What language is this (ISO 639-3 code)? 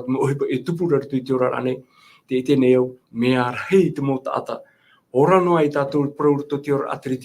tah